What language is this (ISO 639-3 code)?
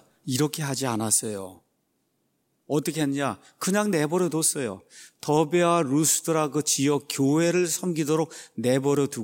kor